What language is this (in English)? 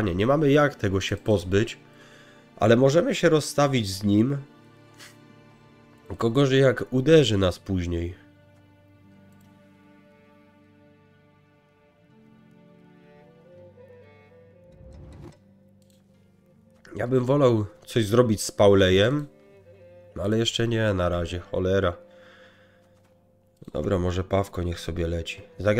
Polish